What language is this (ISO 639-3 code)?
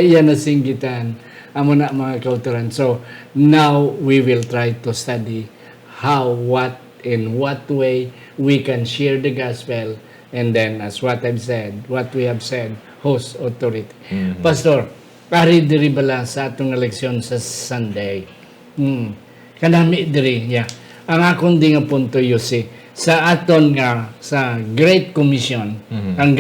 hil